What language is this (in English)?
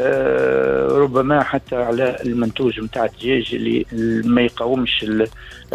Tunisian Arabic